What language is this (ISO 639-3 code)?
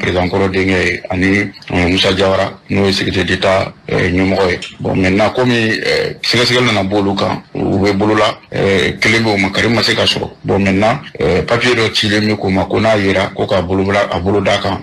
bam